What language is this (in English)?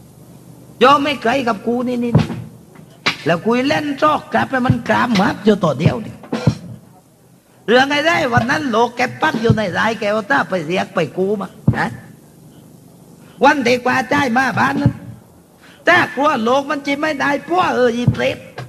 Thai